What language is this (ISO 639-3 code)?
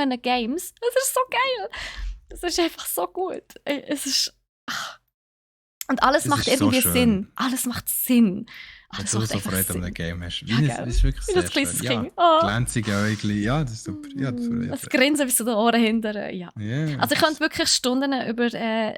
gsw